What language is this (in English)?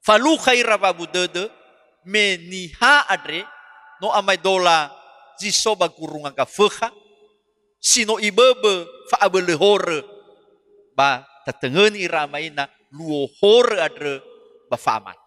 Nias